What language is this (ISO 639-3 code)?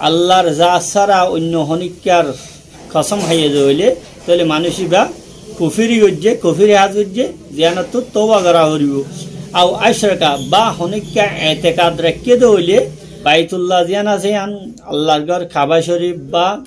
rhg